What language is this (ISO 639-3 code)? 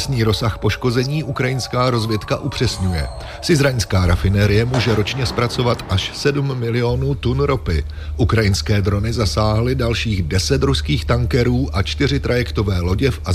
ces